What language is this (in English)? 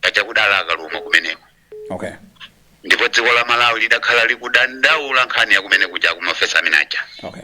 Nyanja